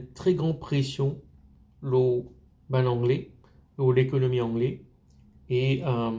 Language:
Morisyen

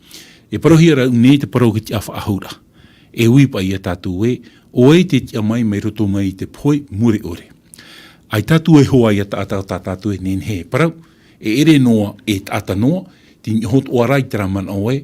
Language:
Tahitian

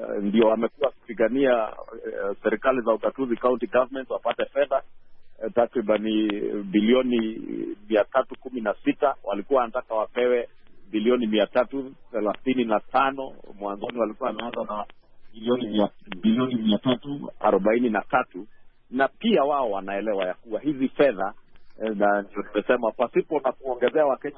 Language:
Swahili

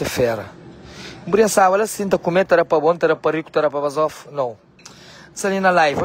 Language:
Kabuverdianu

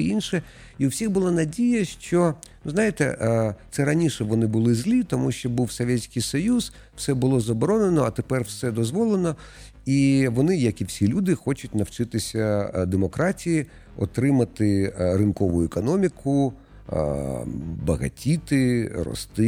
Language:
Ukrainian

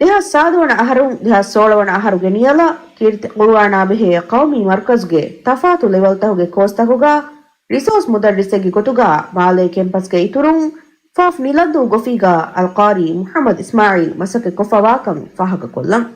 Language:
Divehi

